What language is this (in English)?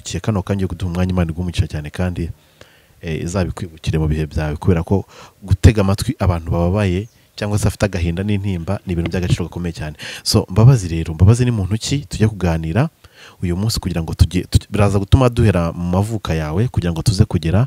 Kinyarwanda